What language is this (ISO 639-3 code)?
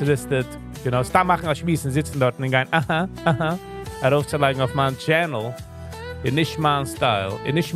yid